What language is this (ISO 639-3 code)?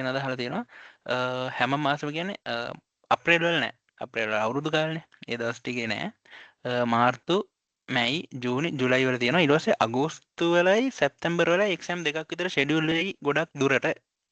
sin